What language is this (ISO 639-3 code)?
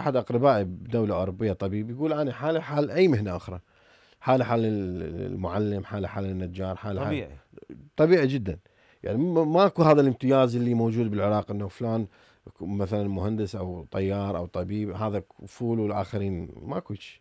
acm